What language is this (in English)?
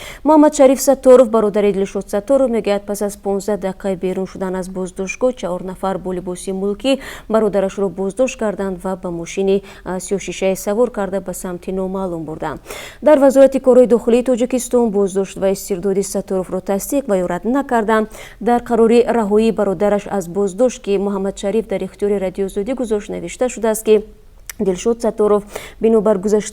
Tajik